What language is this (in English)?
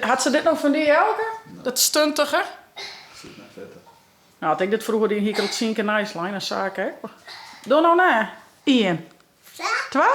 Western Frisian